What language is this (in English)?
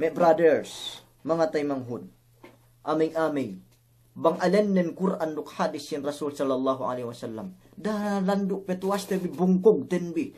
Yakan